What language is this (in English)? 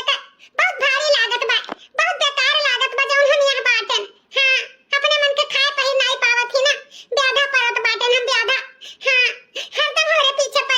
Awadhi